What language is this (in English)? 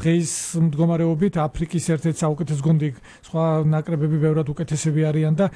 Georgian